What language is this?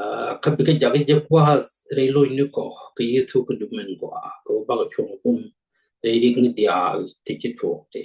Nuer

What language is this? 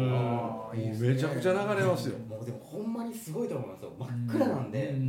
Japanese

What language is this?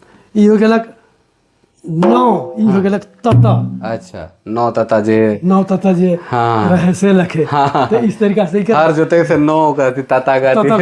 Sadri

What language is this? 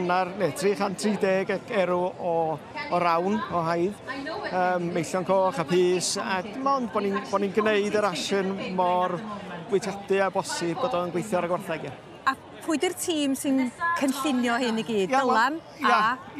Welsh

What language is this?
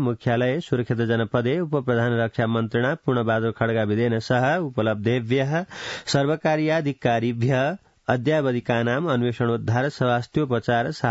Sanskrit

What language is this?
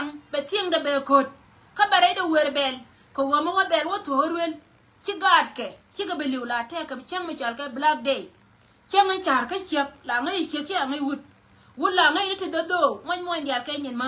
Nuer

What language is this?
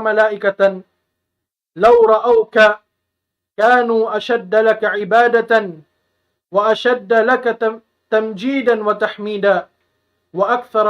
Tausug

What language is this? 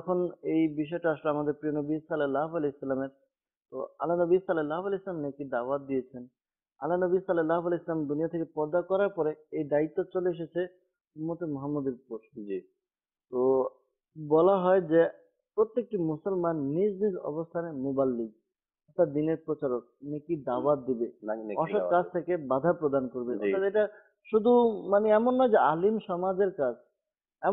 Bangla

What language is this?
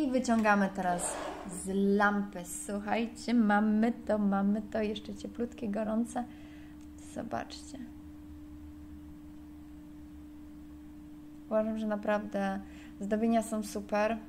Polish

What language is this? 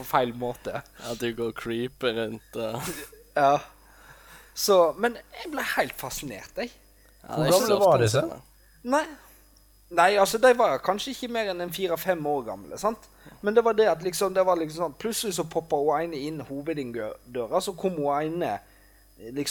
Norwegian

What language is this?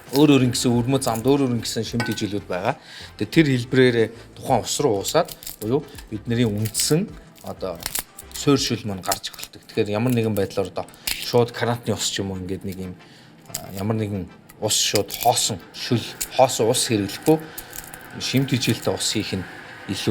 Mongolian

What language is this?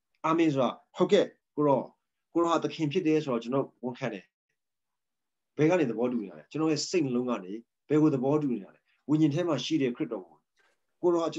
Burmese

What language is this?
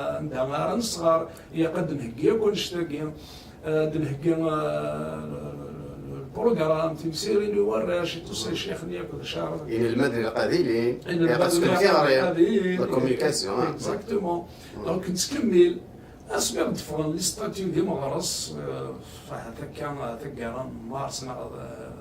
Kabyle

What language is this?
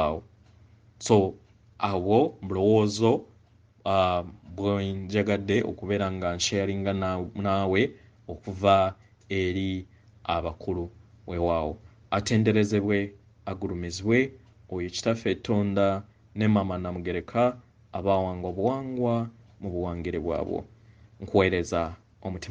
Ganda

